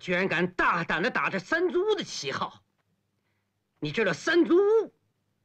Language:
Chinese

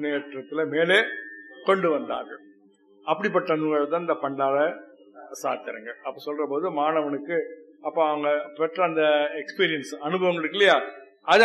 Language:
Tamil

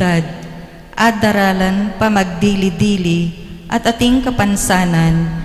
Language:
Pampanga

